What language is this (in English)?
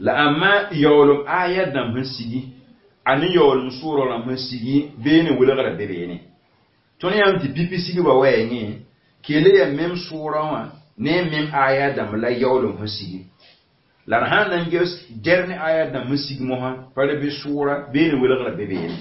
Mossi